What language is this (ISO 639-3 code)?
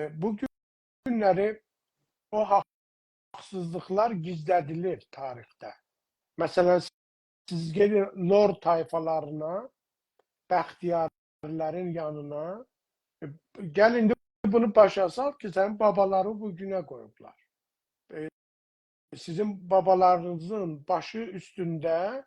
azb